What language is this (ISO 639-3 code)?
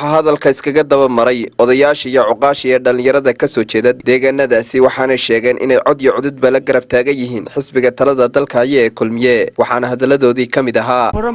som